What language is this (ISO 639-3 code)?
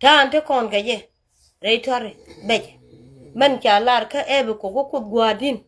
nus